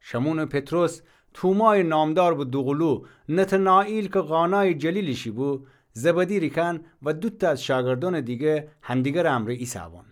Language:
Gilaki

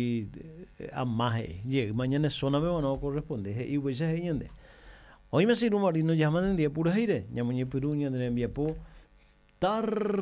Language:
Guarani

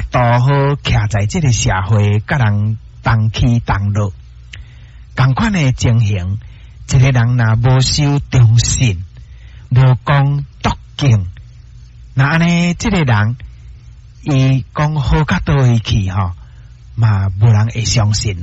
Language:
Min Nan Chinese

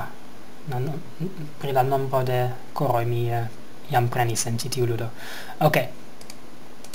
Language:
Esperanto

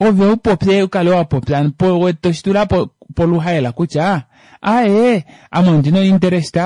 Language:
Kuanyama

